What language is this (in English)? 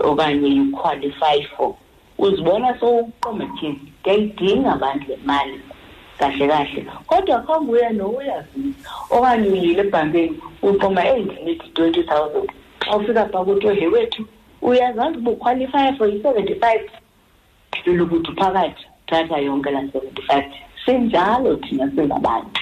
Xhosa